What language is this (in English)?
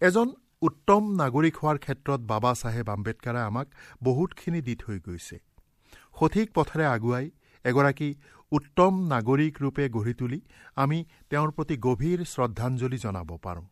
Assamese